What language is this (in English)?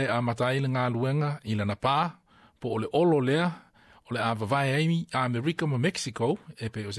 Samoan